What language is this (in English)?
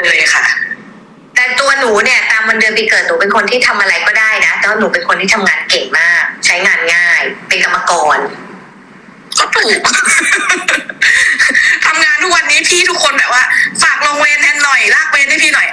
Thai